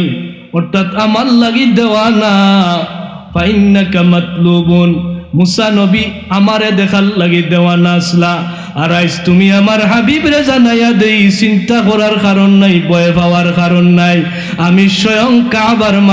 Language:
Sylheti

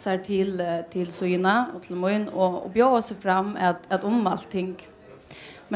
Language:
Faroese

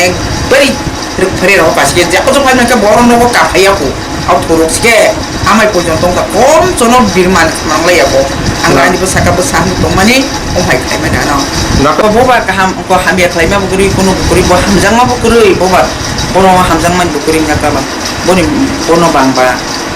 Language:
Kok Borok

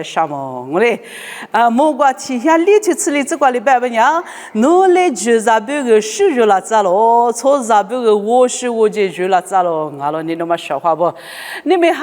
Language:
Lisu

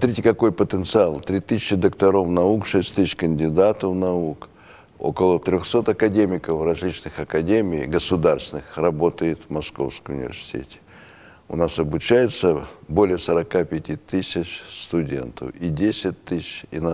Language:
Russian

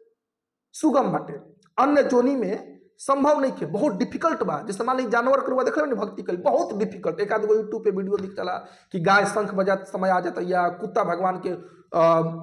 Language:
Bhojpuri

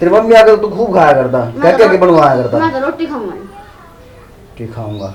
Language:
Haryanvi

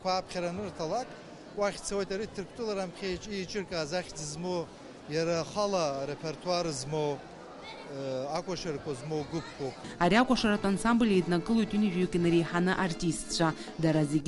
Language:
Abkhazian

